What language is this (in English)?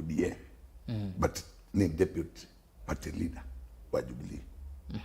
Kamba